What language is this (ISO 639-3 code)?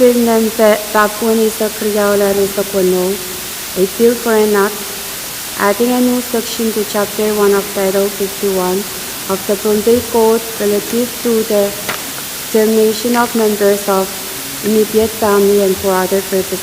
pon